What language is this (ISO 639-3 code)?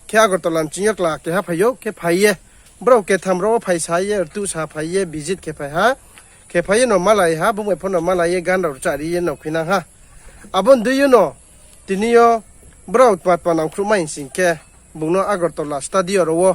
ria